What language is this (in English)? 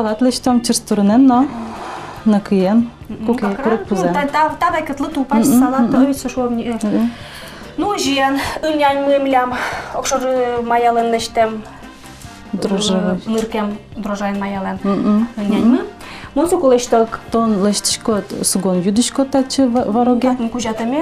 Udmurt